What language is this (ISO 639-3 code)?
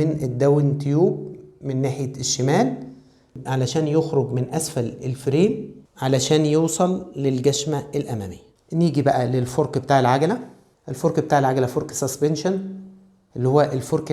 arz